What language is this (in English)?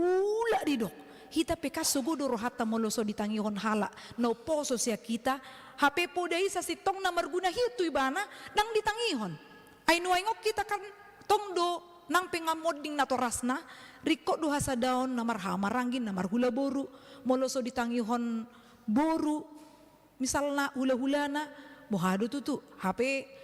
Batak Toba